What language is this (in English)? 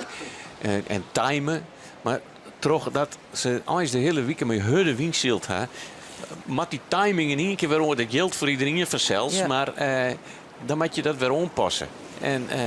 Western Frisian